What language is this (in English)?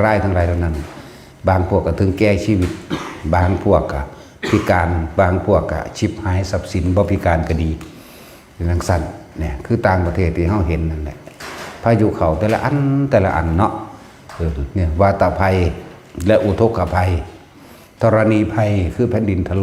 Northeastern Thai